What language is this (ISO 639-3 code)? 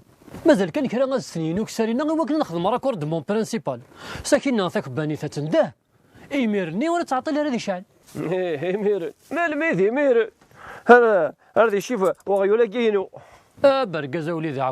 kab